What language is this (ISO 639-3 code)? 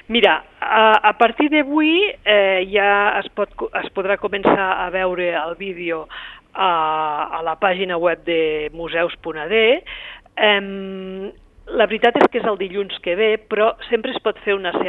cat